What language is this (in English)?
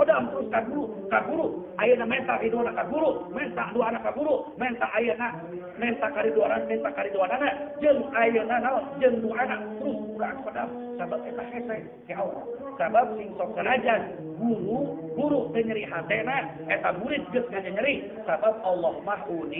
Sundanese